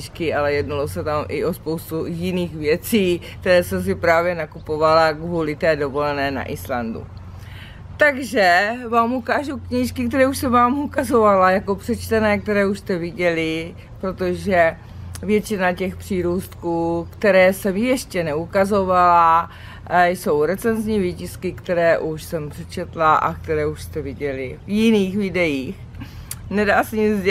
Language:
Czech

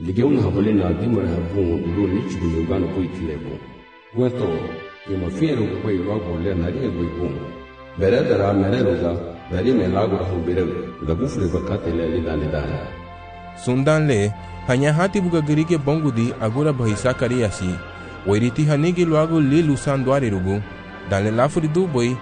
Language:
Garifuna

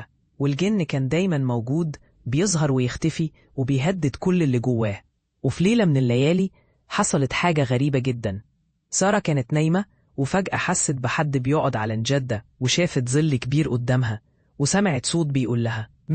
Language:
Egyptian Arabic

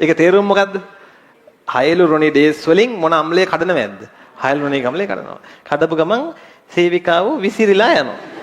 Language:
Sinhala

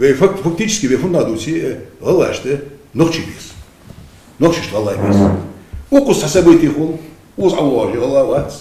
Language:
Ingush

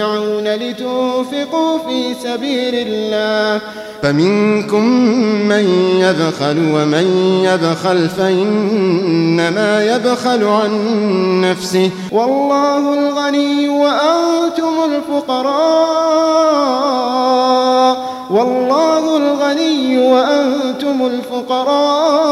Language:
Arabic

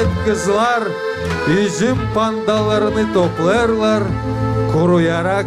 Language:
Gagauz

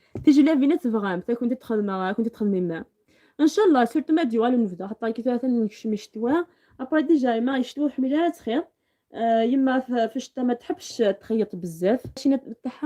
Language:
Algerian Arabic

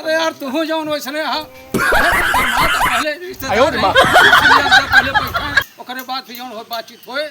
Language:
Awadhi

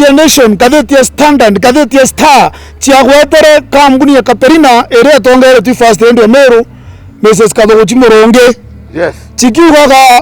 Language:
Meru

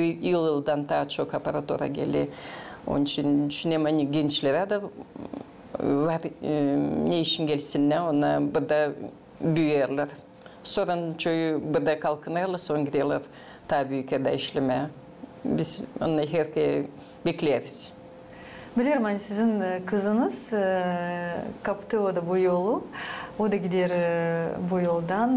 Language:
Gagauz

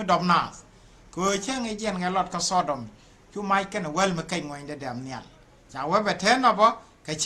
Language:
Nuer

